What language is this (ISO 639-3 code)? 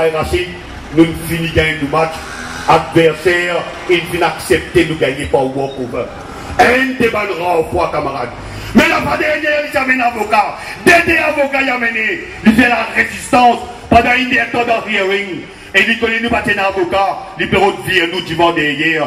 mfe